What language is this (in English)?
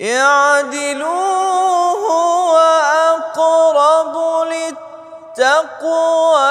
Bosnian